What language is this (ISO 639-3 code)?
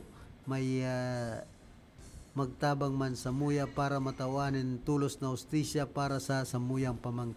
bik